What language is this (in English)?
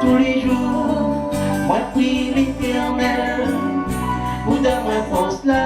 Réunion Creole French